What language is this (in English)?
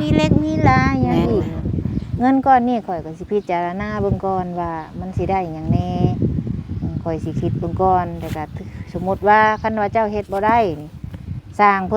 Northeastern Thai